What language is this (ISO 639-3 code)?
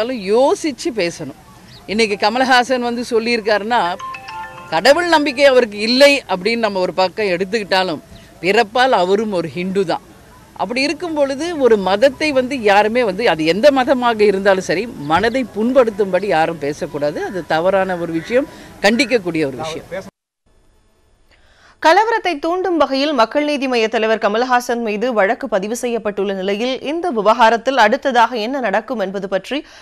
tam